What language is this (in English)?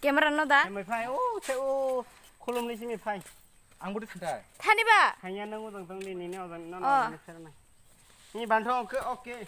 Kok Borok